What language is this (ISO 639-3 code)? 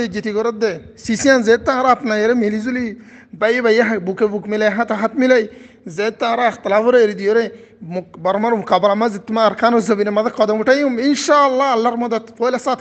rhg